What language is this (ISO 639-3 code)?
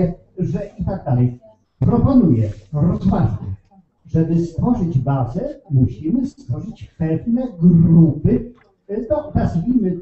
pol